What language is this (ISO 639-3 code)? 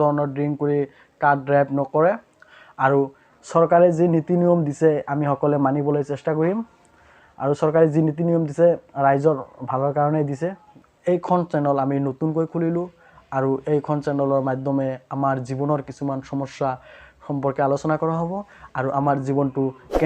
asm